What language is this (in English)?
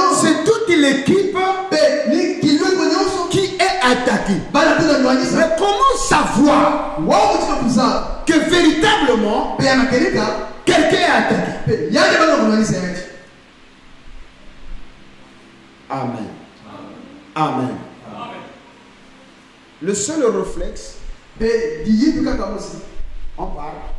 French